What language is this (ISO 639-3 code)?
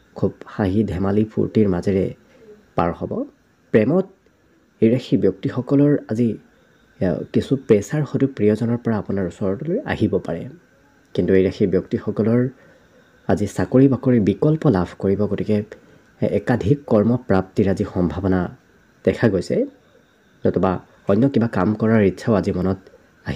asm